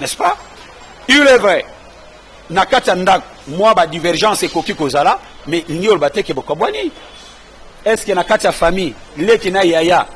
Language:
Lingala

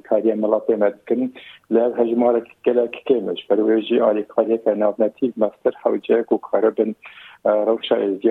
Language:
Kurdish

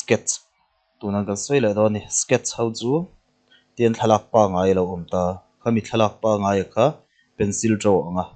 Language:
Mizo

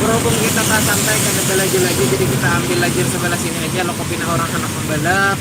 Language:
Banjar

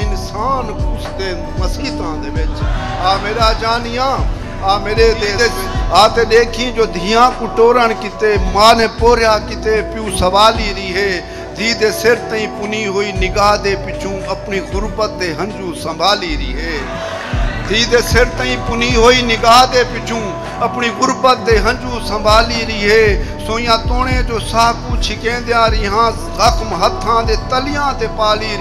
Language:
Saraiki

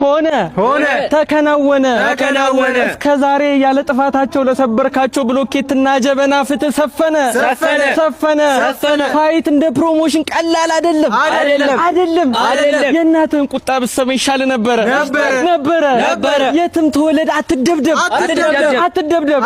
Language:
Amharic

